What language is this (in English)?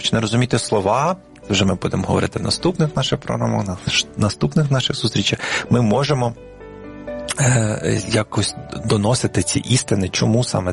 Ukrainian